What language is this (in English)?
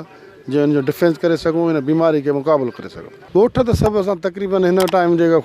Sindhi